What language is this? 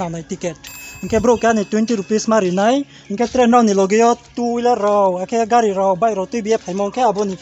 Riang (India)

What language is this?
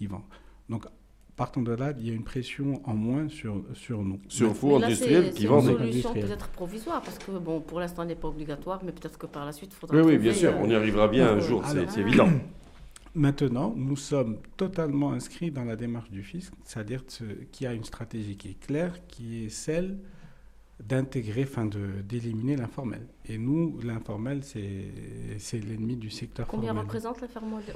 French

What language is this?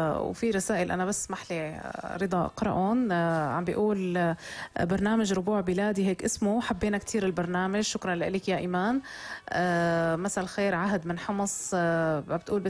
North Levantine Arabic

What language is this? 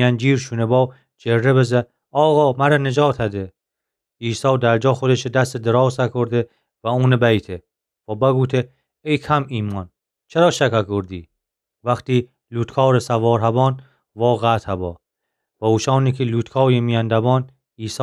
Gilaki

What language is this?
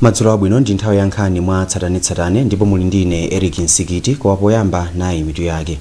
Nyanja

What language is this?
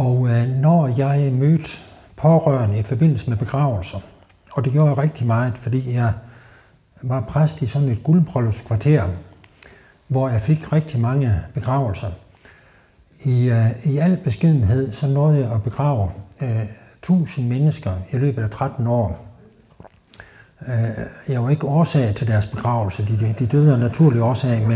Danish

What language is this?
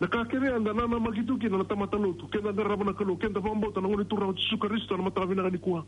Fijian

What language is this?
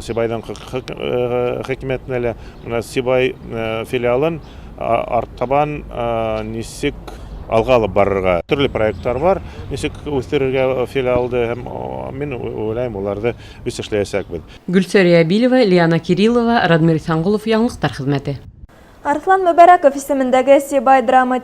Bashkir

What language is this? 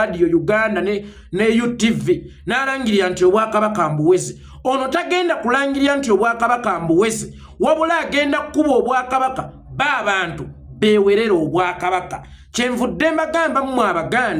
Ganda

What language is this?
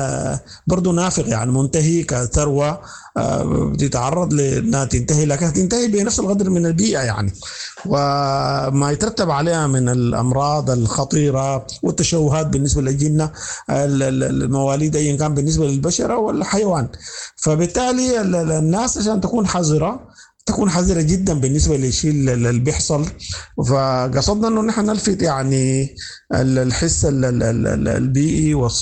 Sudanese Arabic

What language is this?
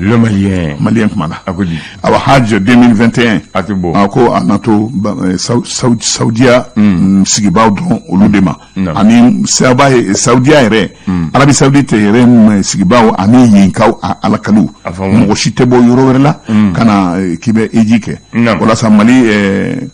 Bambara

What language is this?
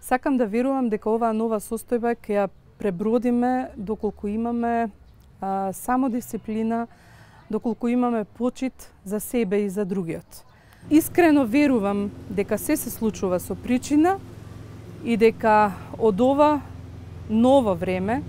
Macedonian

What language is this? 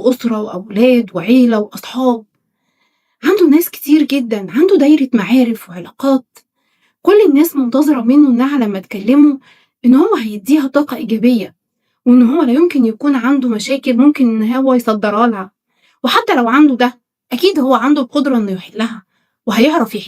Egyptian Arabic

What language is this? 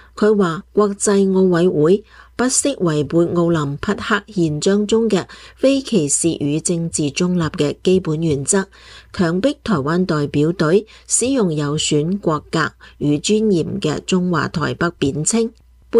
Cantonese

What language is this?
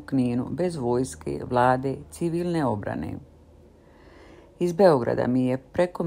Croatian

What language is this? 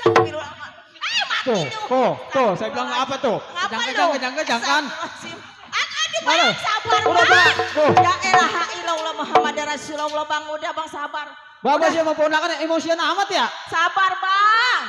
Betawi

